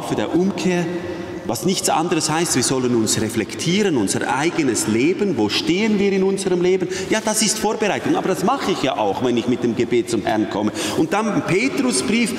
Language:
German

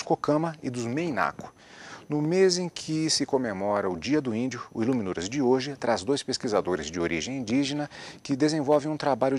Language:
Portuguese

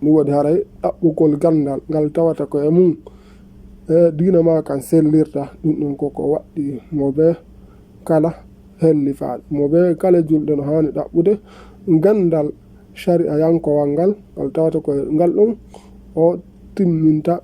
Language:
Fula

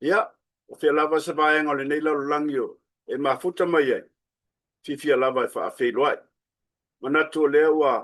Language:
Samoan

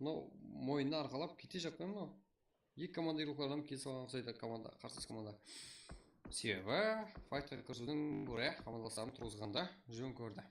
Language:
Kara-Kalpak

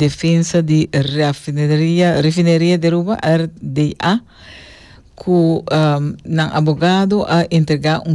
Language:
Papiamento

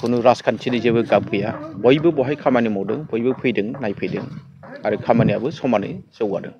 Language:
Bodo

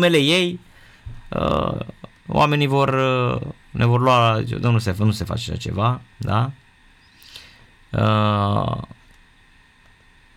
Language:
Romanian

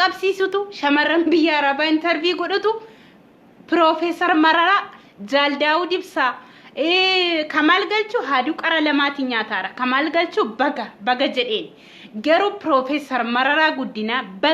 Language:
Oromo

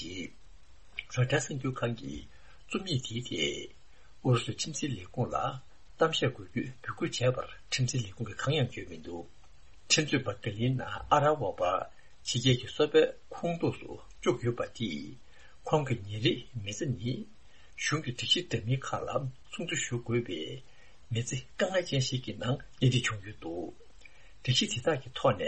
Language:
Tibetan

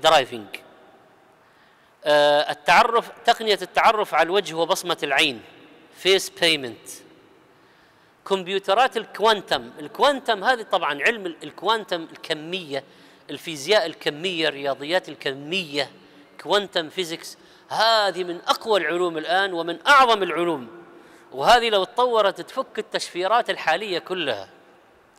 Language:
Arabic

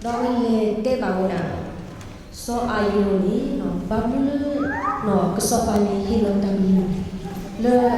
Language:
S'gaw Karen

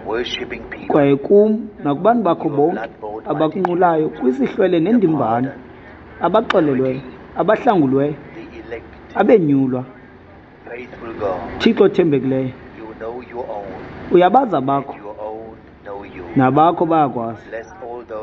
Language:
Xhosa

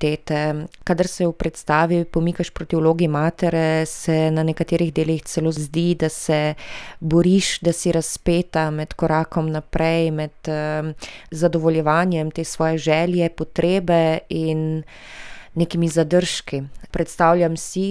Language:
Slovenian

